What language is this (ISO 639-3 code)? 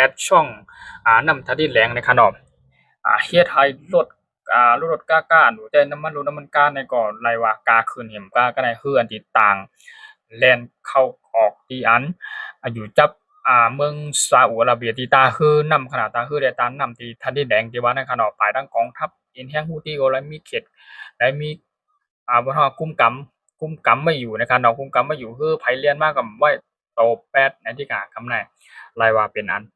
shn